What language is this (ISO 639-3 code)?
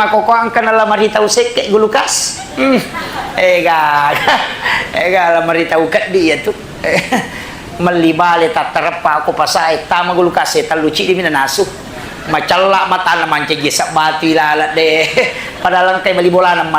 bug